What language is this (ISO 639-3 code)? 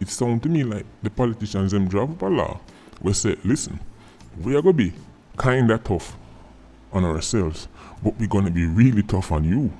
jam